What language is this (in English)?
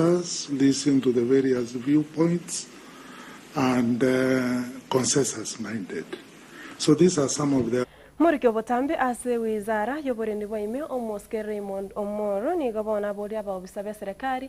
Gusii